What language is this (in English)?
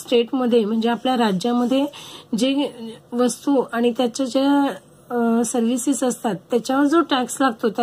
Marathi